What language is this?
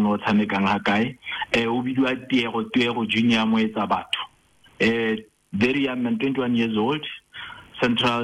Tswana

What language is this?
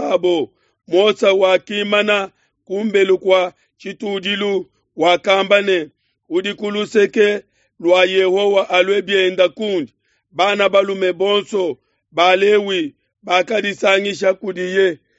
Luba-Lulua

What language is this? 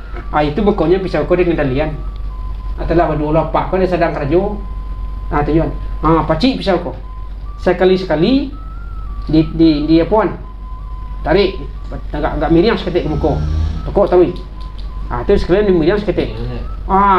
Minangkabau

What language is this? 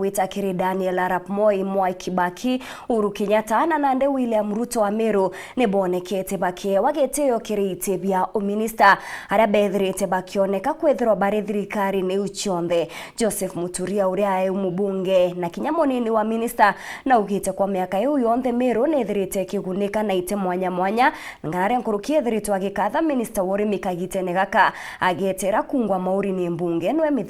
Meru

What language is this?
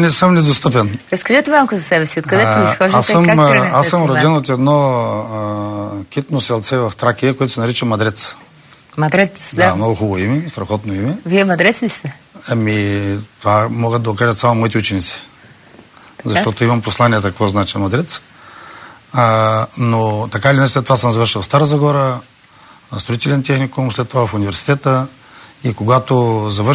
Bulgarian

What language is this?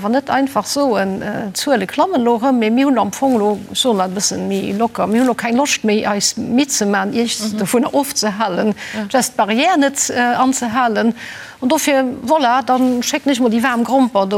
Luxembourgish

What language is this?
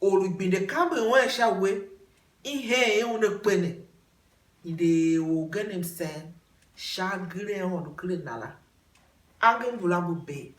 Tiv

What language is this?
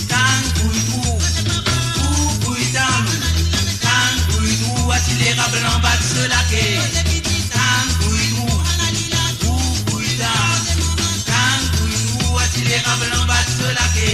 Morisyen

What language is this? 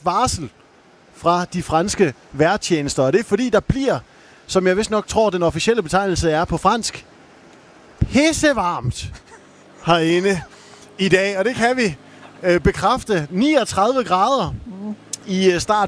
Danish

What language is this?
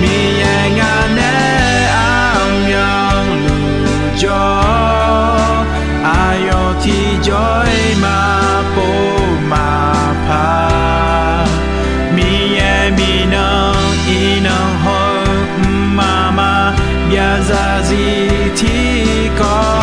Akha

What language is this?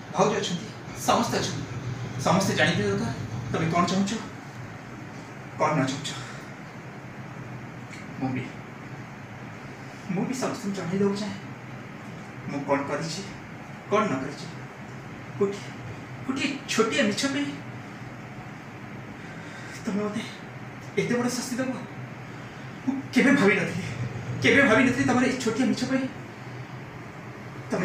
Odia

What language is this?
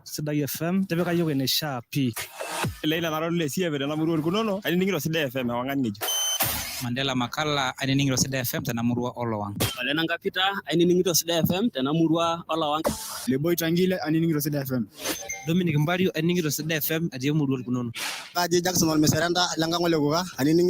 Masai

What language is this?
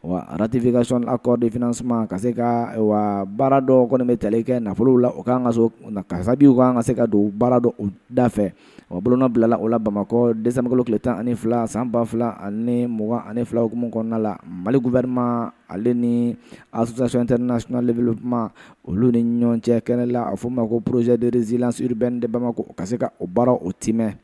Bambara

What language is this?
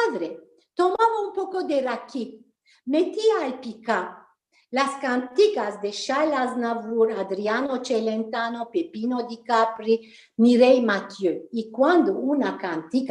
Ladino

